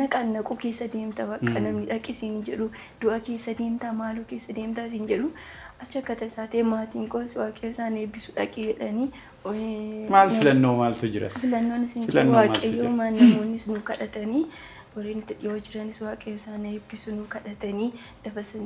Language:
Oromo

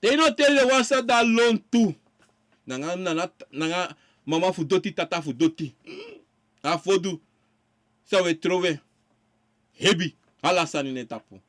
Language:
Sranan Tongo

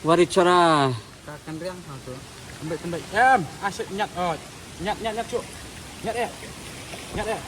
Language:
Khasi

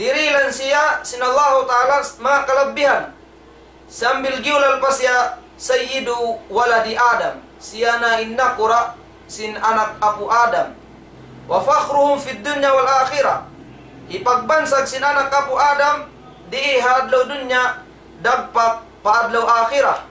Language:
Tausug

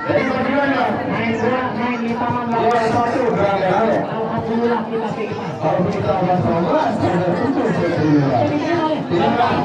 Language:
Betawi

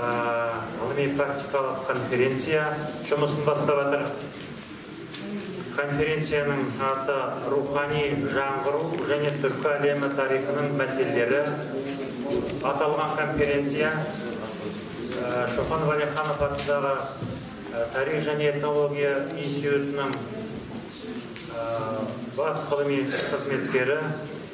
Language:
Kazakh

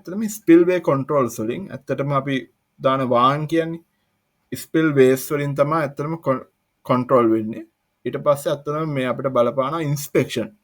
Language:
Sinhala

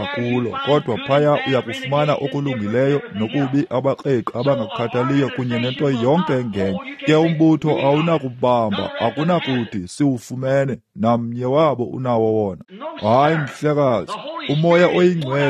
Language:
Xhosa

